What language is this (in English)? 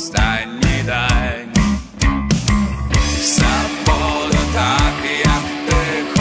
Ukrainian